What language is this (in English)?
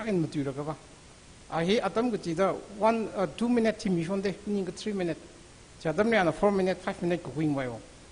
Tangkhul Naga (India)